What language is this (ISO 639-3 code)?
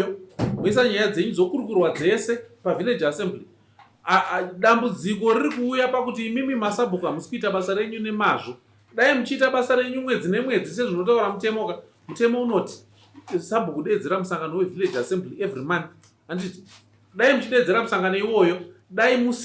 sna